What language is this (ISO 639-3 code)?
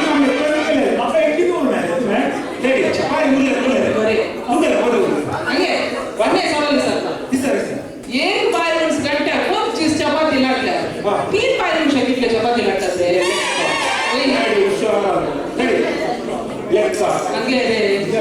kok